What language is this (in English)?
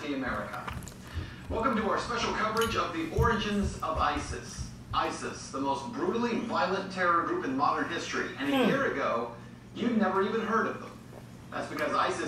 English